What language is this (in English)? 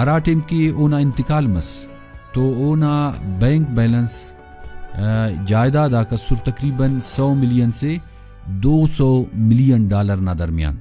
Brahui